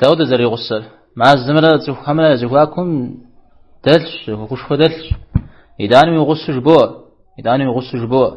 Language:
Kabardian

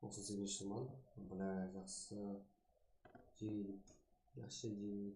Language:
Kara-Kalpak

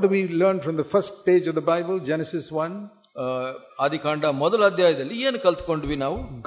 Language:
Kannada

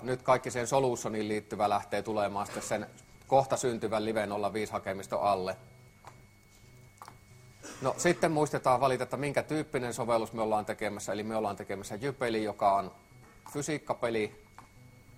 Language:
Finnish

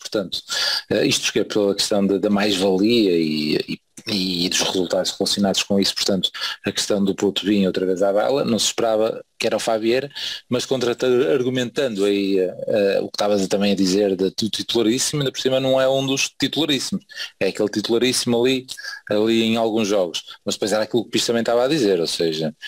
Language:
Portuguese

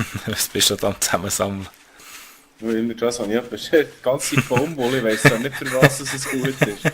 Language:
Swiss German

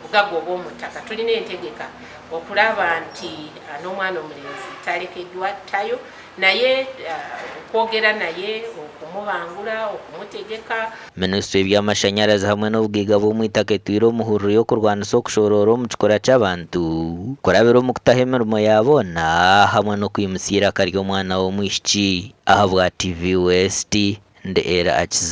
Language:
Nyankole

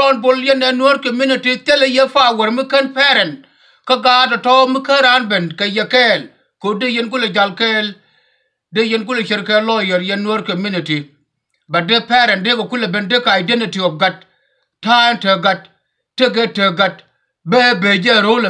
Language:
Nuer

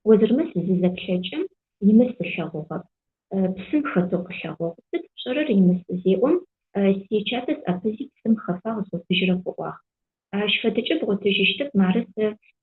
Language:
Adyghe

